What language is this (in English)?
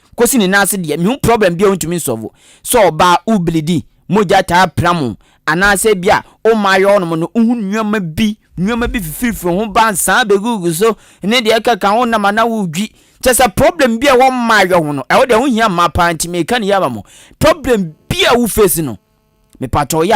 Akan